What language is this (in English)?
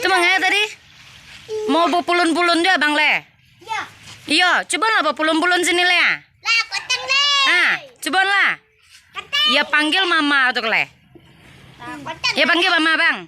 Minangkabau